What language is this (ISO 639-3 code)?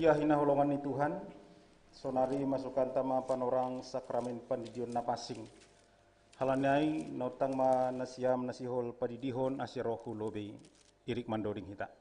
bts